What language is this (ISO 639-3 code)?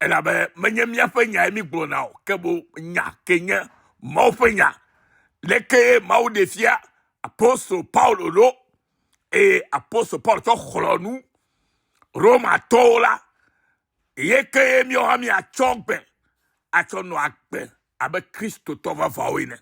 ewe